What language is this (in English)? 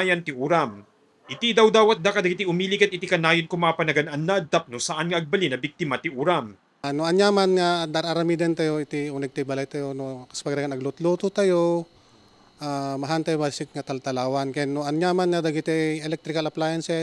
Iloko